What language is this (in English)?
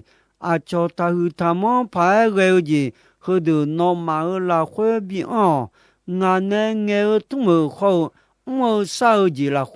Akha